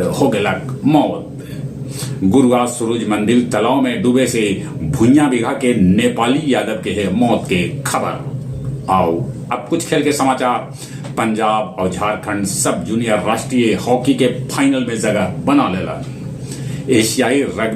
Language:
Magahi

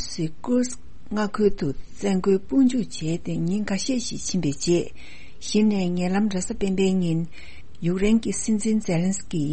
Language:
Tibetan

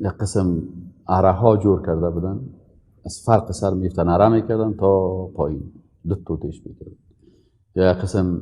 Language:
Persian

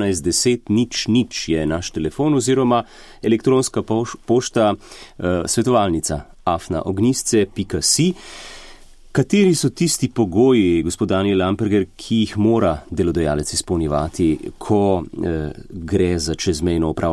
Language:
Slovenian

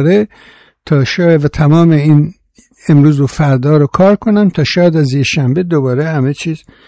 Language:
Persian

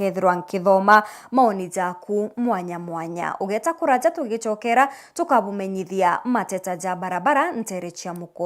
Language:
Meru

